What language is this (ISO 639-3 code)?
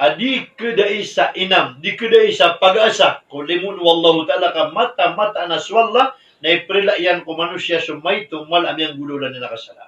mrw